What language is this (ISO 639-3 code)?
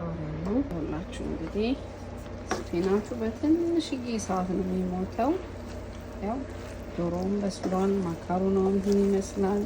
amh